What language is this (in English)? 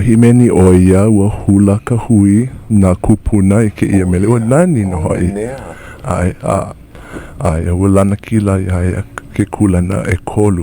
Hawaiian